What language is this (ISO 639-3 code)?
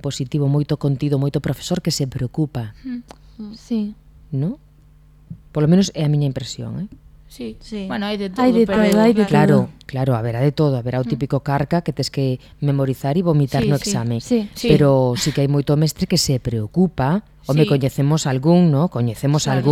glg